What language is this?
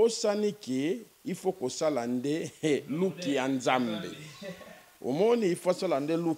Lingala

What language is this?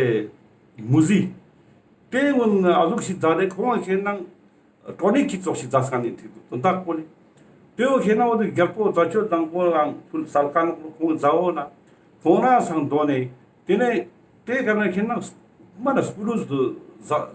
Ladakhi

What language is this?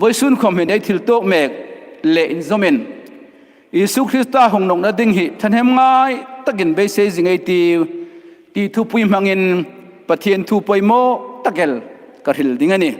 Hmar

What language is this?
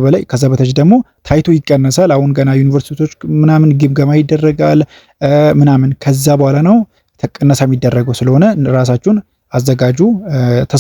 Amharic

